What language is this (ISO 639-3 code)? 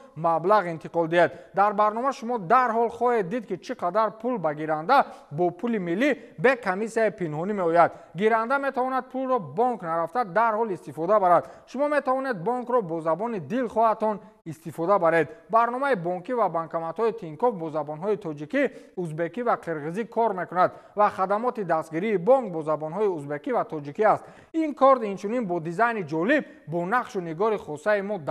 tgk